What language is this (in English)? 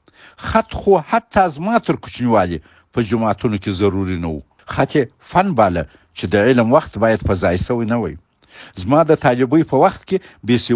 Pashto